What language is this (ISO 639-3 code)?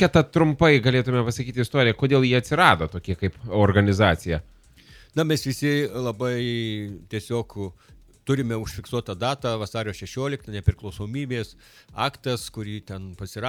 lit